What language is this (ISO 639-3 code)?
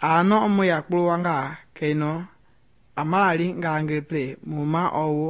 men